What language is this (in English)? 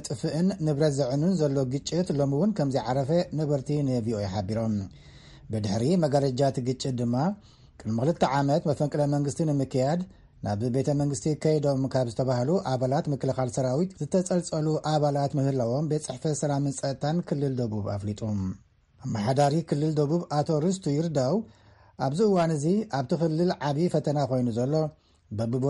Tigrinya